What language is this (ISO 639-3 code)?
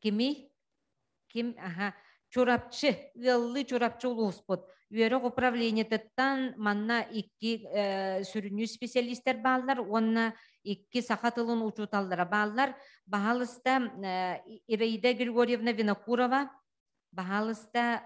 sah